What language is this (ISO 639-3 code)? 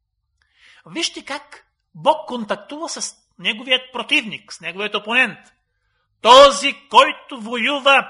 bul